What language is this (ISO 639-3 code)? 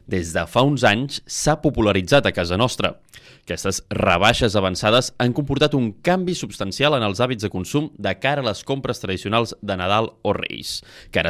cat